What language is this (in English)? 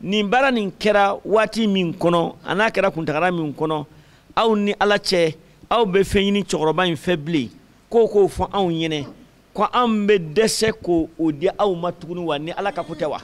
Bambara